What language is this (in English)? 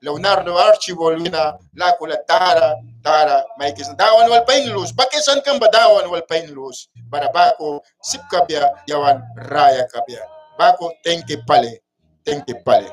Mískito